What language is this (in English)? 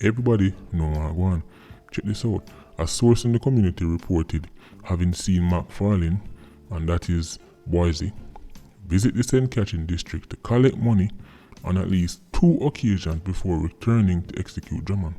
Jamaican Creole English